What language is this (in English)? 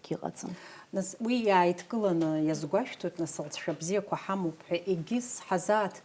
Abkhazian